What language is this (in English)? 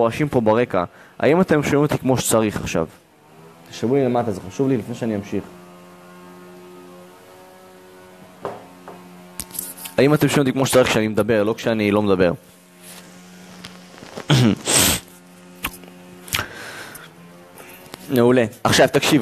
Hebrew